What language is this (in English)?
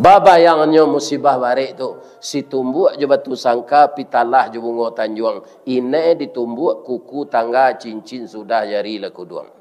Minangkabau